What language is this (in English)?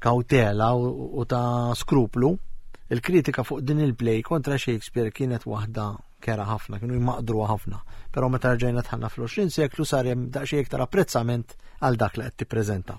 Maltese